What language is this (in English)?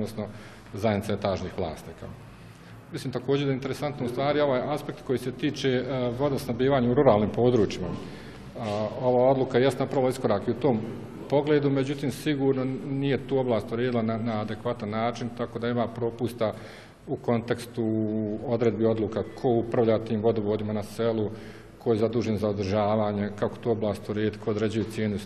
Bosnian